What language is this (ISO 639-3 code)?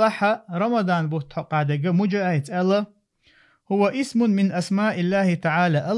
che